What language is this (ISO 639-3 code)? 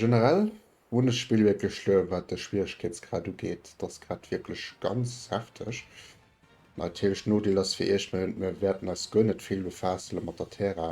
ltz